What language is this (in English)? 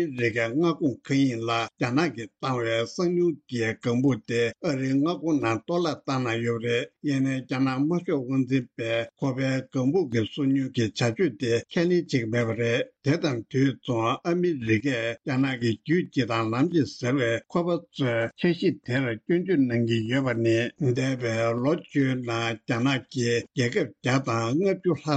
Tibetan